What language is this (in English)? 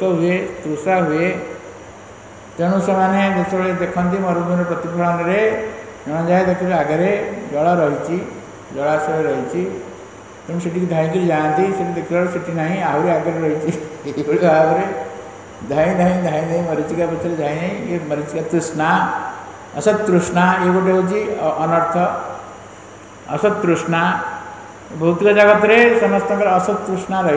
Odia